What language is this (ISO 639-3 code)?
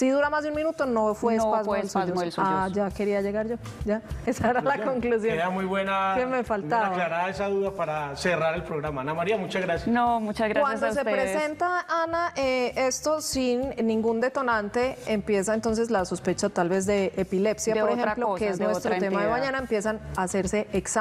spa